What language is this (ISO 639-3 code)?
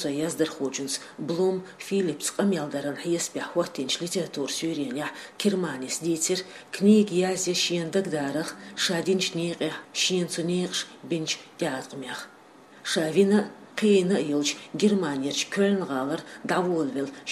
che